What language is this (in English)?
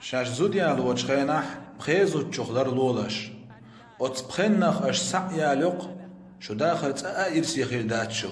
Chechen